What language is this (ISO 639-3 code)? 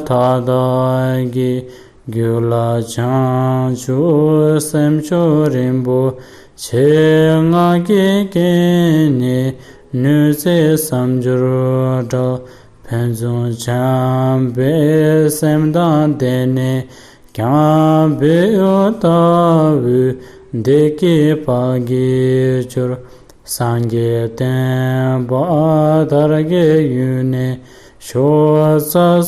bod